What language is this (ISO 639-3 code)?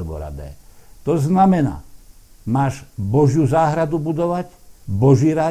slk